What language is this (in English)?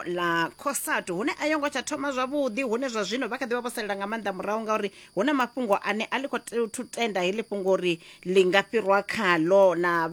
Venda